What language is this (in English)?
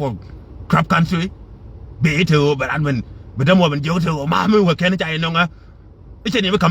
Nuer